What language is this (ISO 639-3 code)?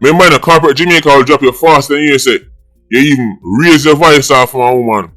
jam